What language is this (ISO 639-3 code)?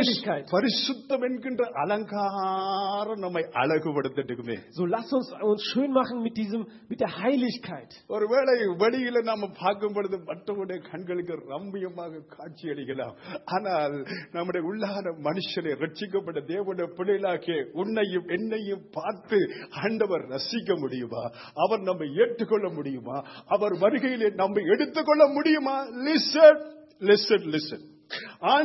tam